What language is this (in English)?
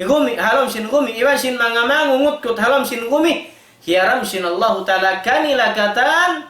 Tausug